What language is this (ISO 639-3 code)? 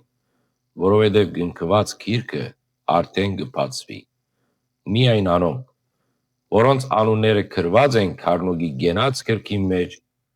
hyw